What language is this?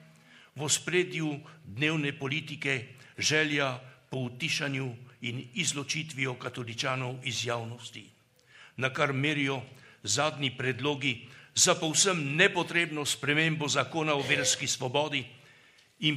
Slovenian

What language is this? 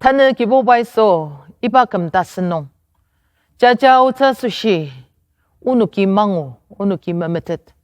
Ao Naga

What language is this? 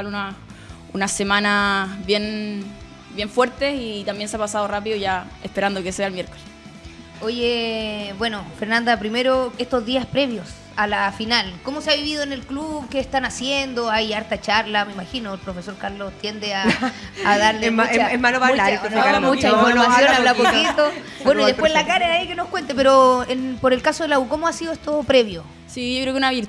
Spanish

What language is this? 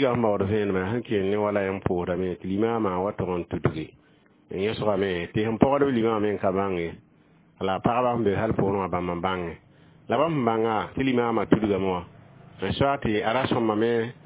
Mossi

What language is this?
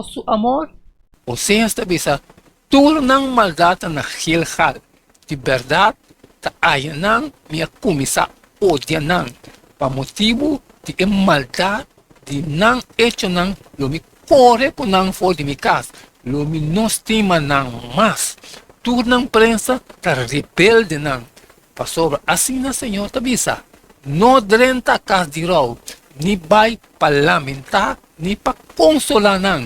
Papiamento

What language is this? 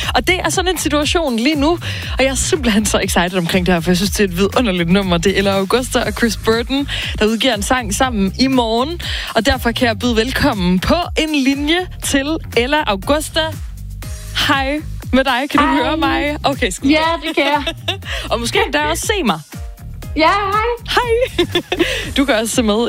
Danish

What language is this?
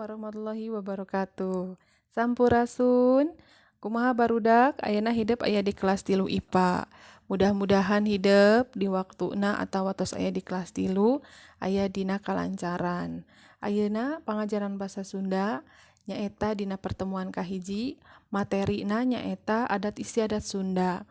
Sundanese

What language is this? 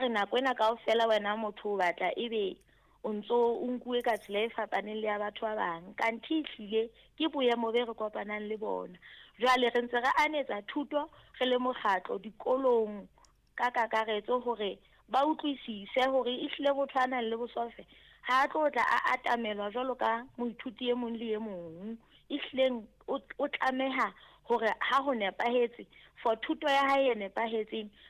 Southern Sotho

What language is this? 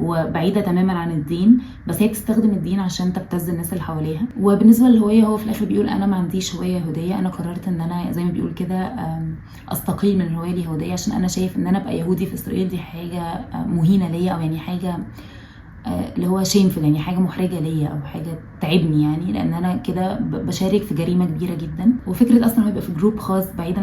Egyptian Arabic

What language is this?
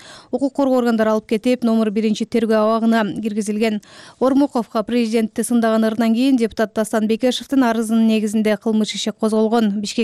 Kyrgyz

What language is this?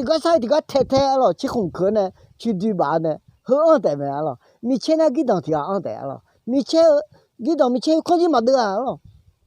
Akha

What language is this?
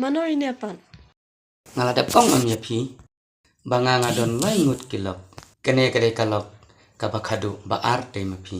Khasi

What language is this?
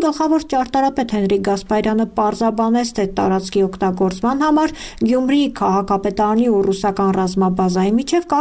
Armenian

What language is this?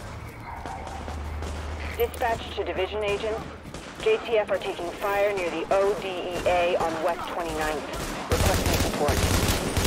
English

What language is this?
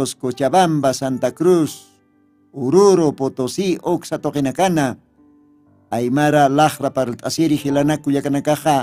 Aymara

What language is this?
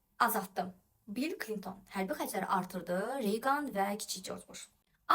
Azerbaijani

